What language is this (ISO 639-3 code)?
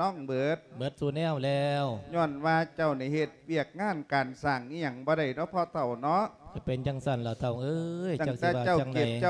lao